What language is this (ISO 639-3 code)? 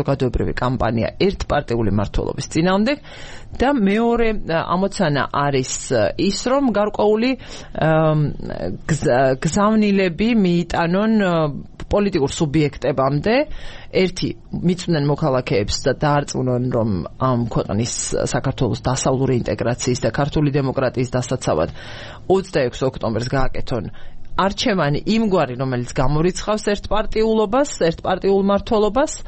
kat